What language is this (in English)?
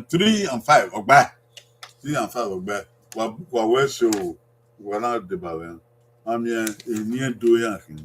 Bini